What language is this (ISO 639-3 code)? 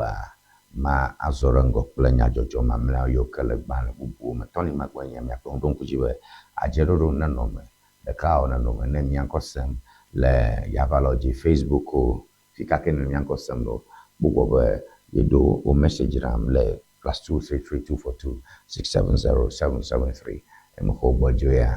ewe